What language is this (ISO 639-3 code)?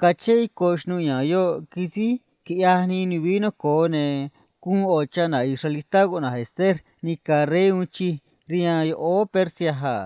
trc